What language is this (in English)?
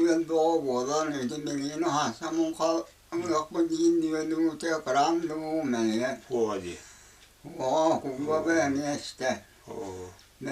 Yakut